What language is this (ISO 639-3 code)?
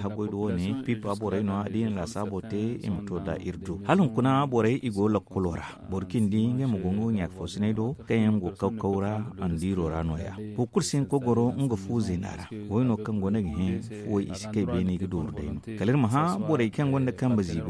dje